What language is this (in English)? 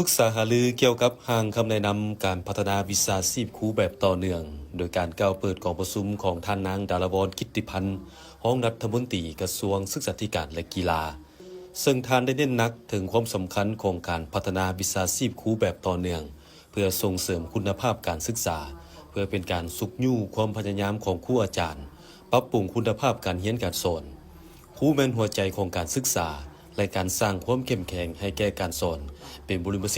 Lao